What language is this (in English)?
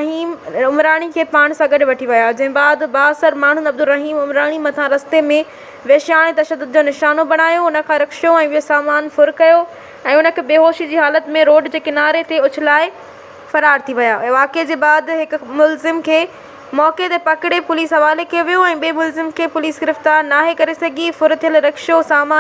Sindhi